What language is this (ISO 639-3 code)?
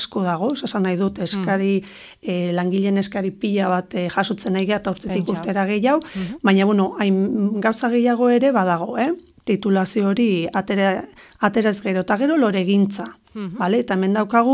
eus